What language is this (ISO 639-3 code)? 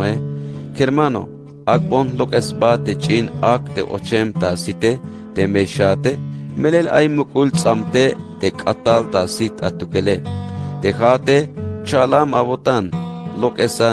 tzh